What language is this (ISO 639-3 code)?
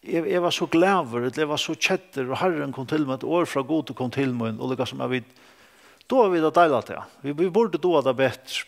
fao